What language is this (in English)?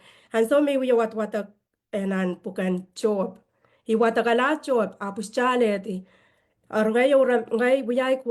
Pohnpeian